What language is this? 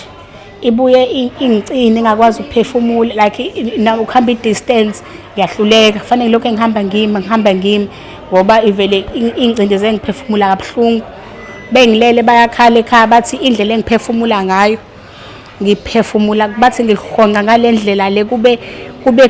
Zulu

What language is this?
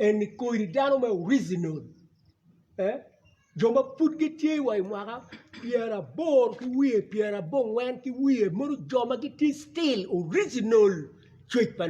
Acoli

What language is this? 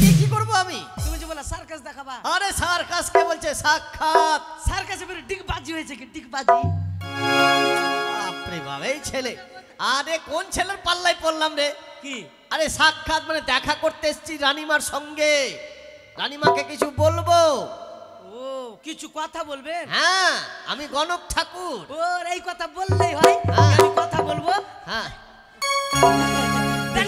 Bangla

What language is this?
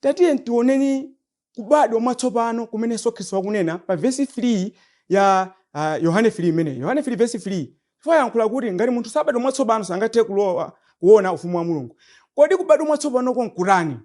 Nyanja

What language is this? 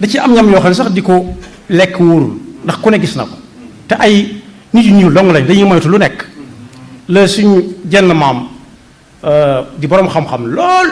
Wolof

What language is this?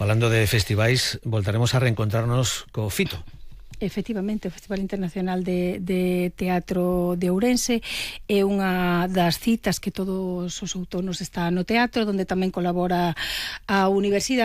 Galician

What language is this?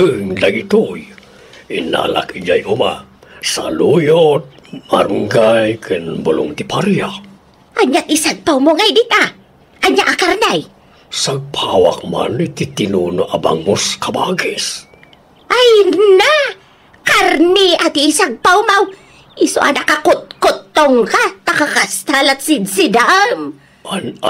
Iloko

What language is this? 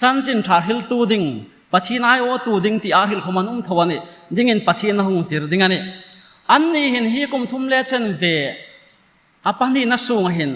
Hmar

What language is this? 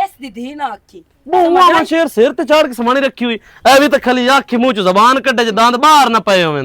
Western Panjabi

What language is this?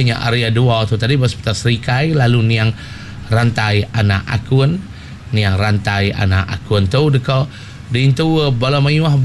Iban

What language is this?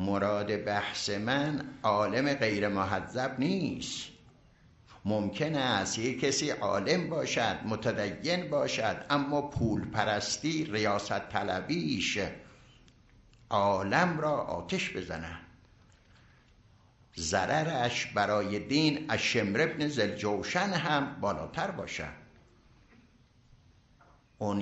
Persian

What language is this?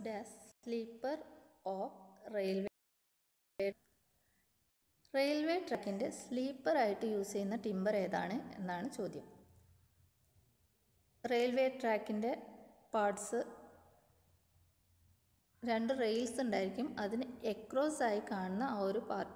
Malayalam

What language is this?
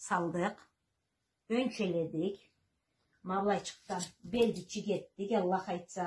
Karachay-Balkar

